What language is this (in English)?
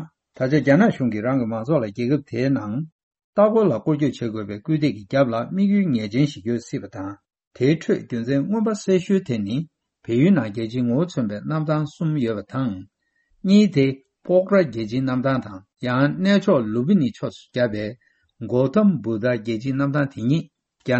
Tibetan